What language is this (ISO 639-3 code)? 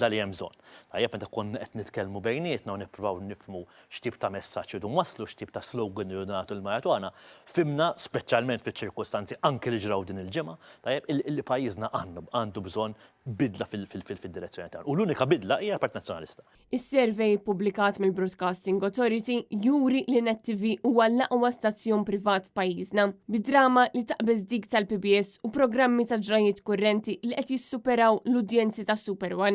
mlt